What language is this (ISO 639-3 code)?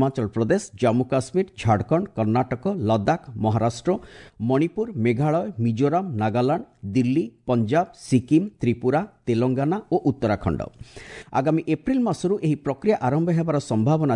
ori